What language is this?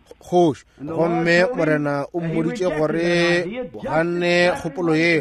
Northern Sotho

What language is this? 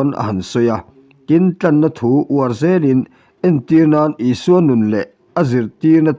Mizo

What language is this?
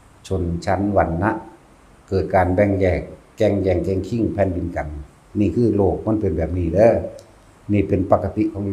Northeastern Thai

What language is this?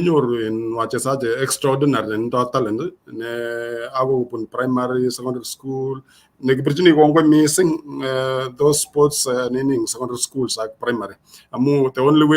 Kalenjin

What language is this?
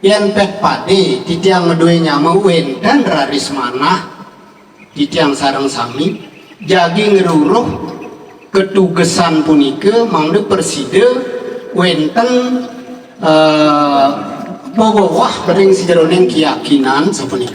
Balinese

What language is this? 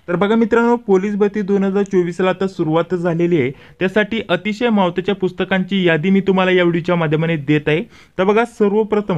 Marathi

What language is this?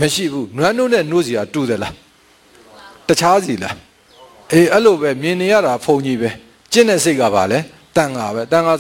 Burmese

